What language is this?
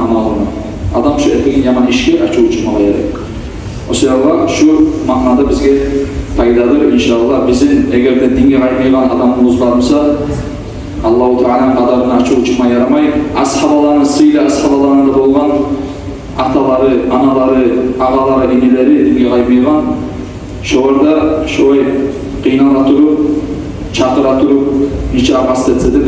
Kumyk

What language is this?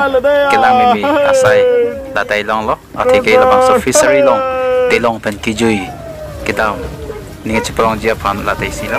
Karbi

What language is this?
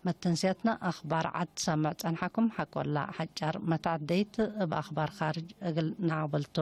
Tigre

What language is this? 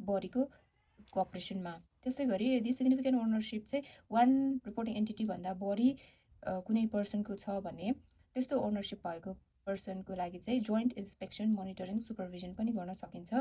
Nepali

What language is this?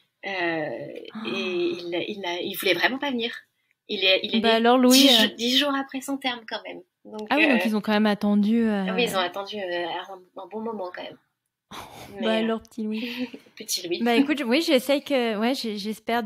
French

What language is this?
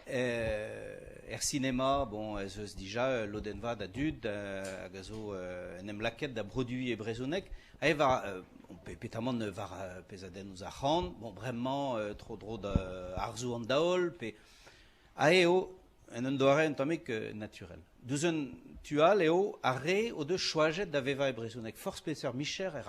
Breton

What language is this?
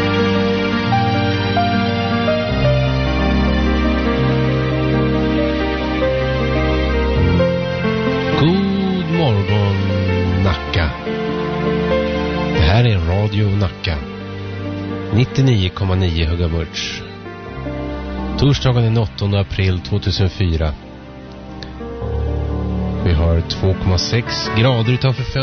Swedish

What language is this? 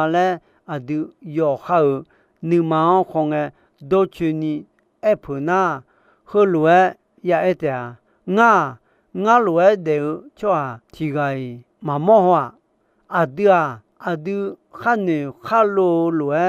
Akha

